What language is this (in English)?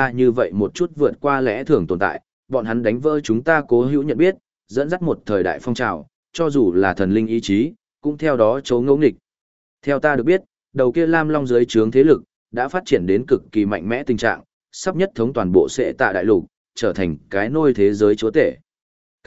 Vietnamese